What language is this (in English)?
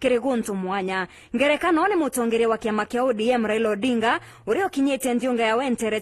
Meru